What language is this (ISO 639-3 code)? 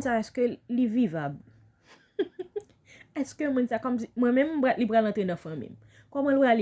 hat